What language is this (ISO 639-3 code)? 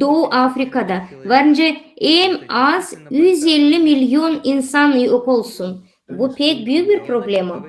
gag